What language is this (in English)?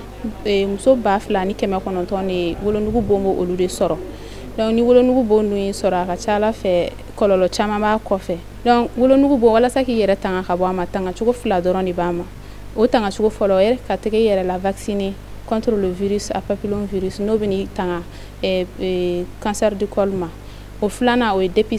Bambara